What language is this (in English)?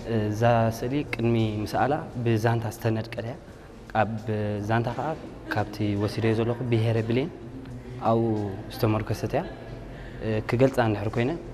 Tigrinya